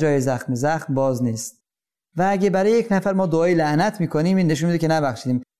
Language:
Persian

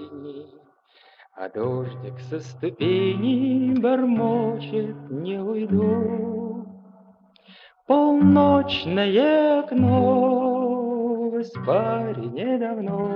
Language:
Russian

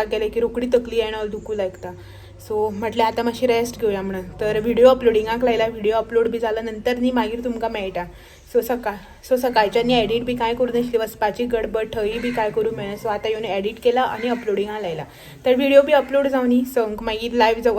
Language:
Konkani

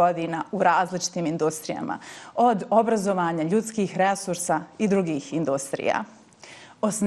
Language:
Bosnian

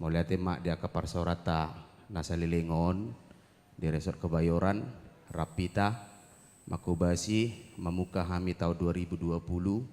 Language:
Batak Toba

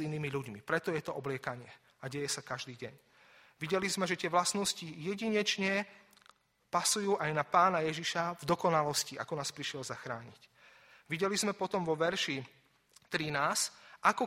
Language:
Slovak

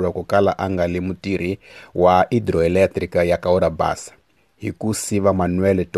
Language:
Tsonga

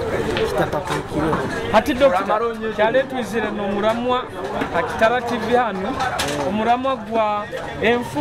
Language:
Nyoro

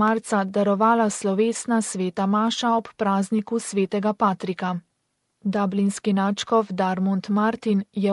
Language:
Slovenian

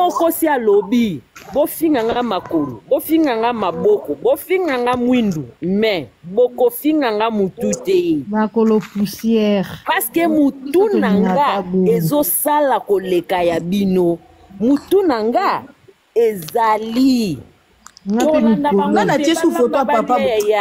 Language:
Lingala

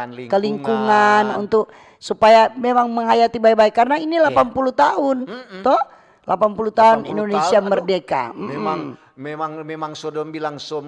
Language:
Manado Malay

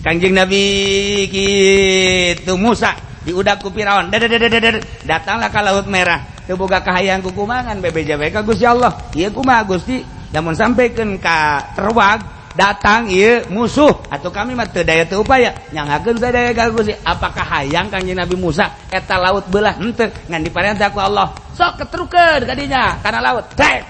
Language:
Sundanese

